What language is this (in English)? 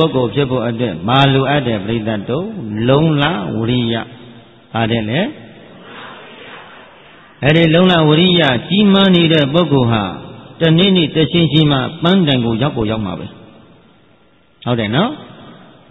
Burmese